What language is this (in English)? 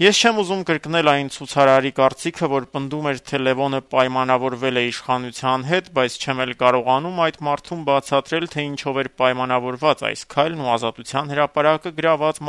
Armenian